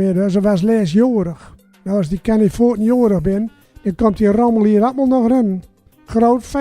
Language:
Gronings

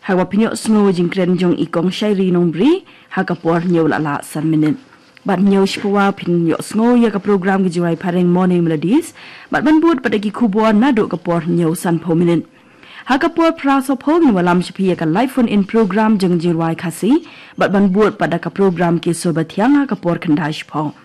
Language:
Khasi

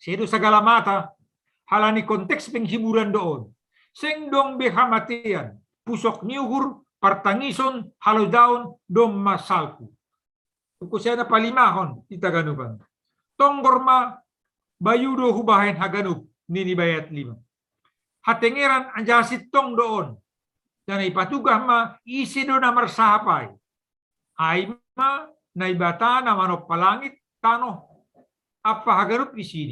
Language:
Batak Simalungun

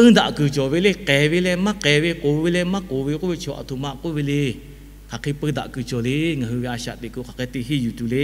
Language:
Lahu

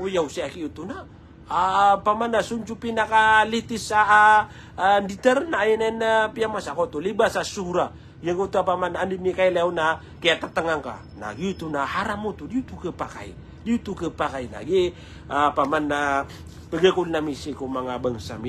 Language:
Maranao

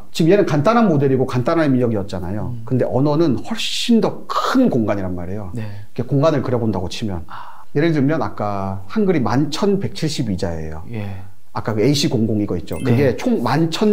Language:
Korean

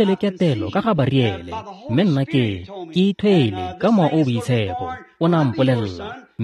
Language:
Tswana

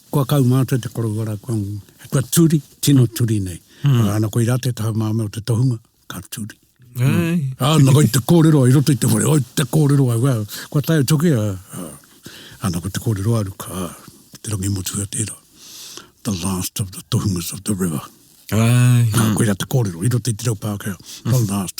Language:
Māori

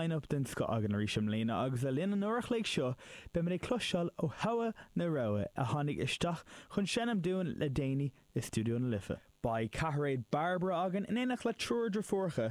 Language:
Irish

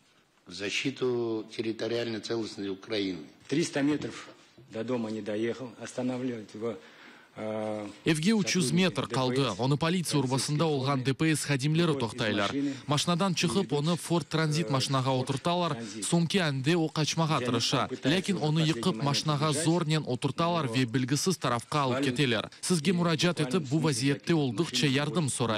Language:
Crimean Tatar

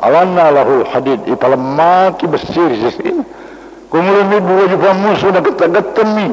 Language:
Buginese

